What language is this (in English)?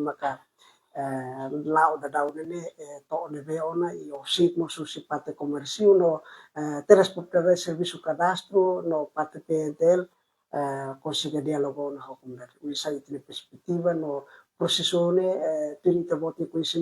Tetum